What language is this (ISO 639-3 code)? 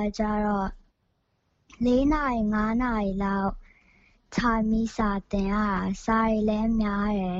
mya